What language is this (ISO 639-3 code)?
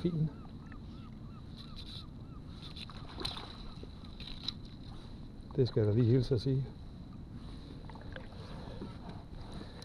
dan